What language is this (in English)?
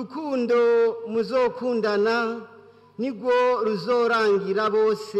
Rundi